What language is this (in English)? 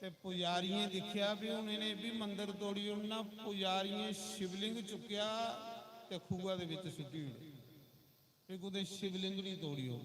Dogri